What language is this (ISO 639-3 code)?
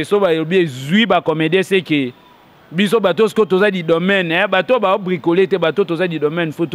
lin